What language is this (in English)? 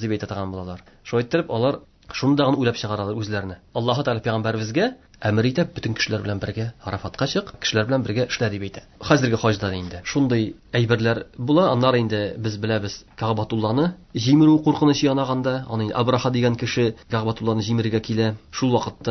Tatar